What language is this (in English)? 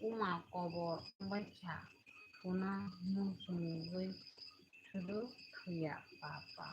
Kok Borok